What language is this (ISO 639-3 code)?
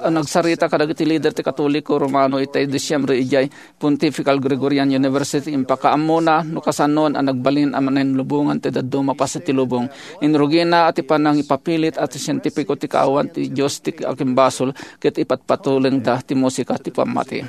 ilo